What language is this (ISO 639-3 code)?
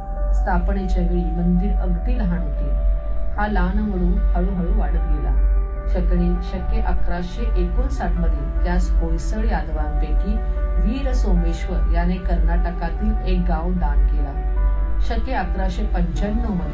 mar